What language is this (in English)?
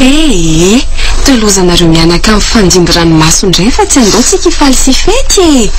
Malagasy